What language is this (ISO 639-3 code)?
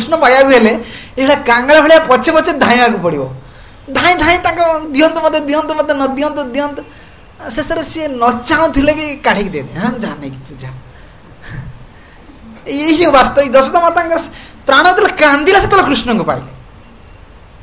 ori